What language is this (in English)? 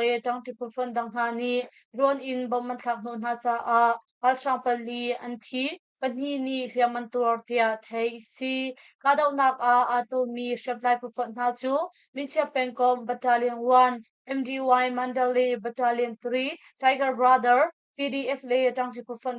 Hakha Chin